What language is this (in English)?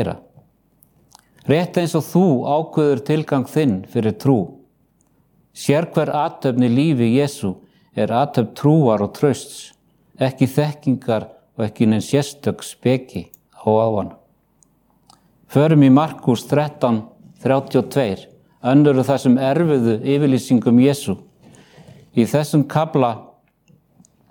Icelandic